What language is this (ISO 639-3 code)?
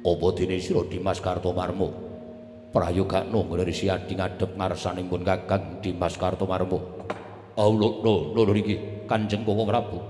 jav